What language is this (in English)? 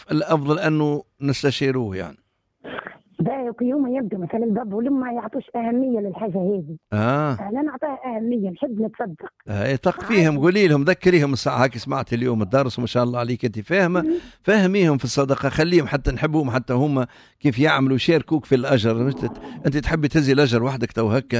Tunisian Arabic